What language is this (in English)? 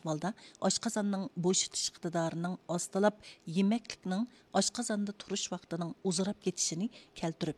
Uyghur